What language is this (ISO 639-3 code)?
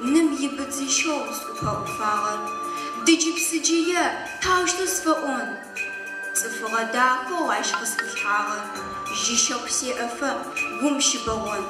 ady